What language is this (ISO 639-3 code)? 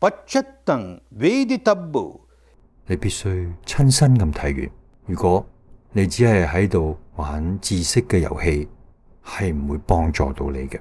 yue